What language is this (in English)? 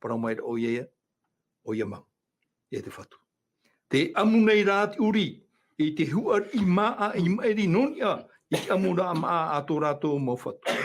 Tahitian